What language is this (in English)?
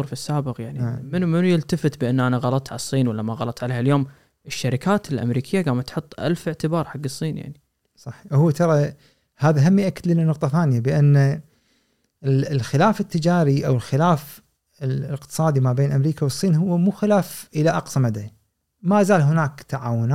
Gulf Arabic